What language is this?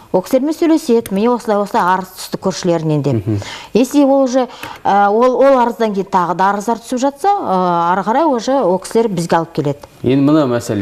Kazakh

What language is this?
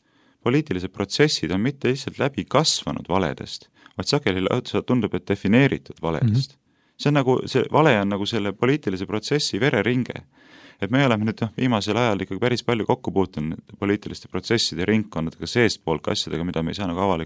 Estonian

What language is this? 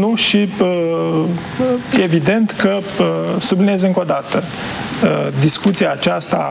Romanian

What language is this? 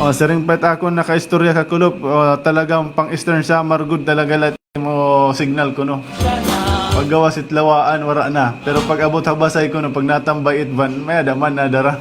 Waray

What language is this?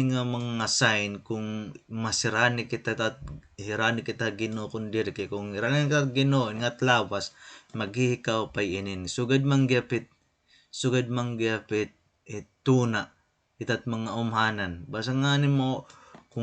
Waray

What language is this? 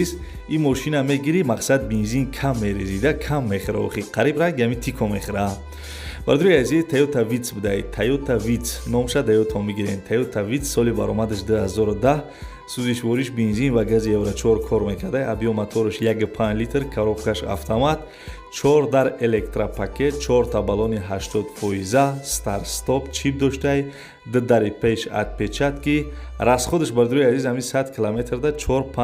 Tajik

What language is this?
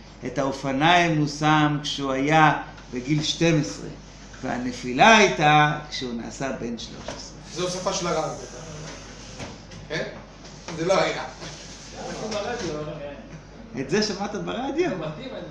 Hebrew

